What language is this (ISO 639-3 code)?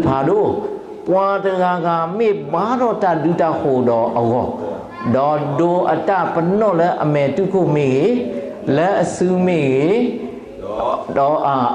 ksw